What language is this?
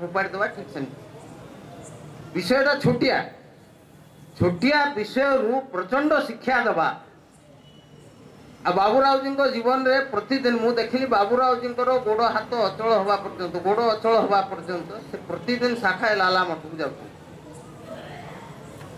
Odia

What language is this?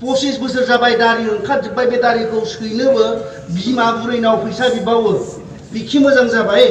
Bodo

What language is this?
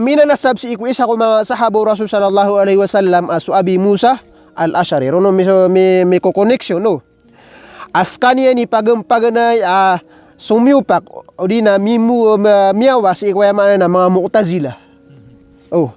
Maranao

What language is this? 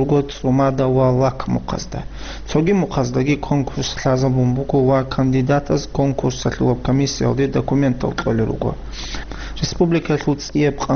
Avaric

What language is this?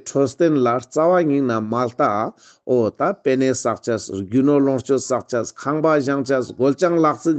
Ladakhi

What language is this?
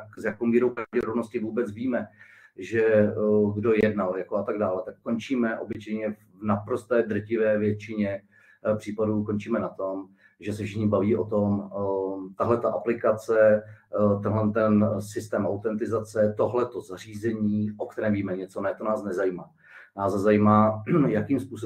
Czech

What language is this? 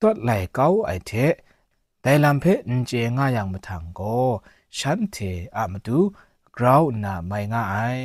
Kachin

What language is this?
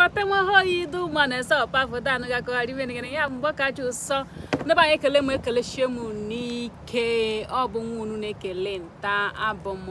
Igbo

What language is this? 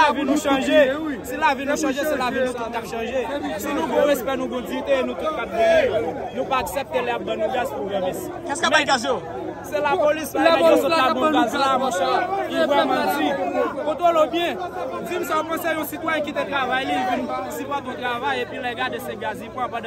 Haitian Creole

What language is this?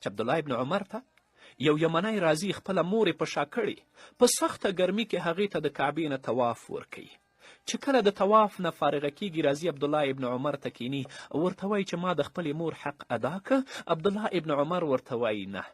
Pashto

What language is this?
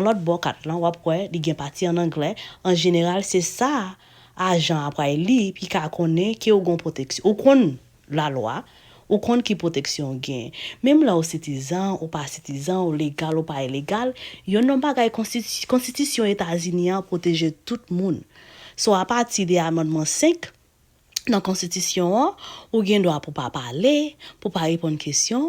Haitian Creole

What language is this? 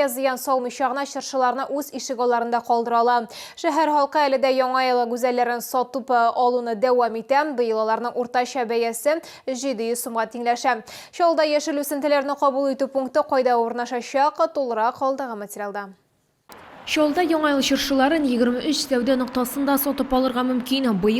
Tatar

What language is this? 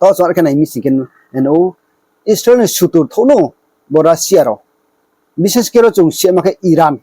Riang (India)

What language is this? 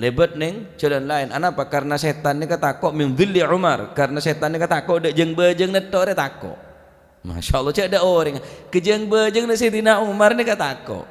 Madurese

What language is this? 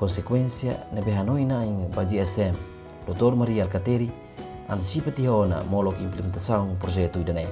Tetum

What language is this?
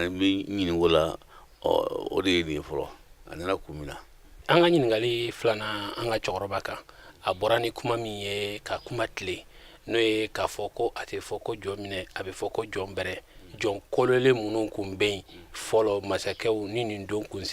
Bambara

